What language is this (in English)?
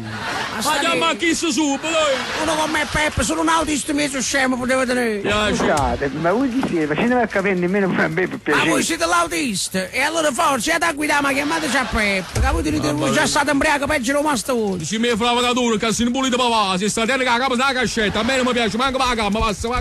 Neapolitan